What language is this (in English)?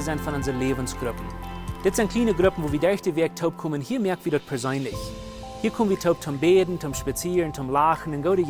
Plautdietsch